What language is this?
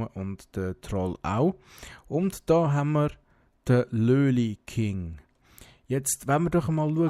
Swiss German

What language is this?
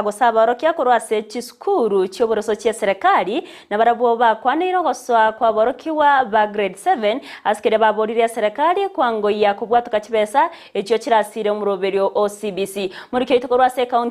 Gusii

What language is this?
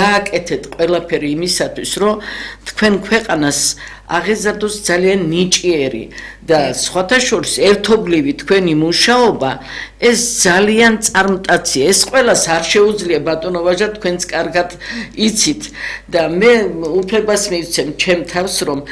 Georgian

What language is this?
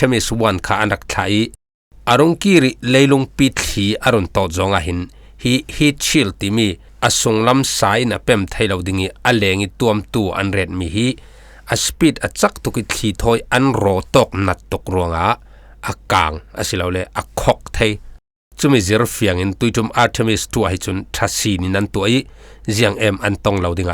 Falam Chin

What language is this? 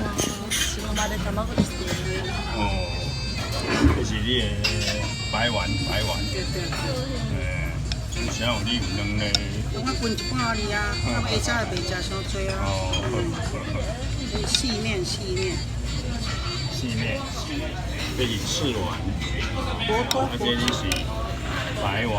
Min Nan Chinese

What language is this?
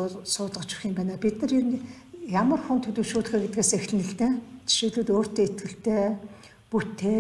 Mongolian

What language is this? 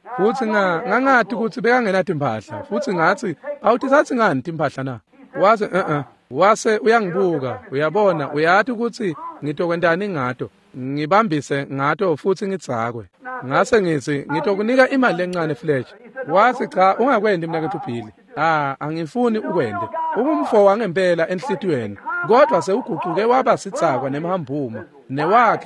Swati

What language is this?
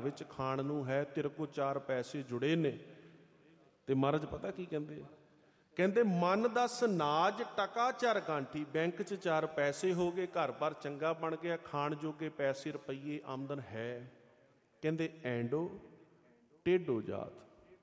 Punjabi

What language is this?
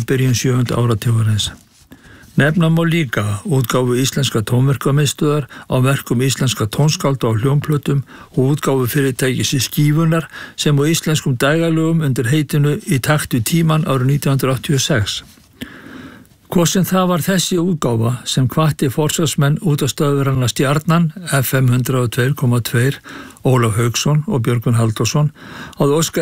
Icelandic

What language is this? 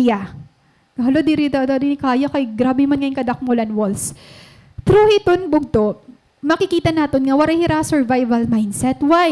Waray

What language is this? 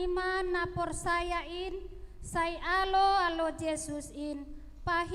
Batak Simalungun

